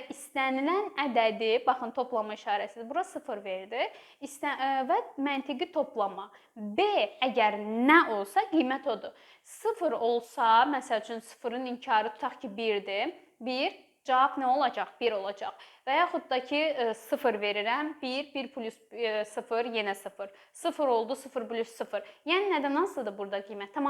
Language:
Azerbaijani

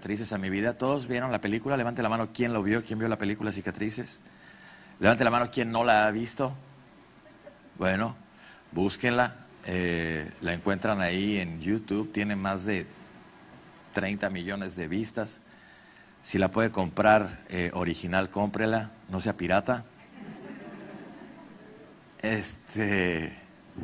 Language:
Spanish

